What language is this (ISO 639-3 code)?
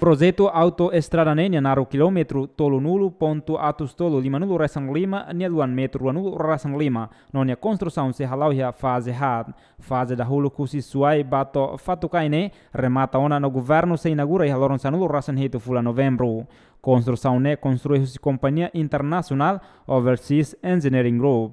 tet